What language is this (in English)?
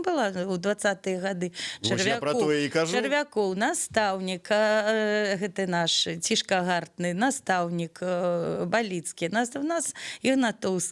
Belarusian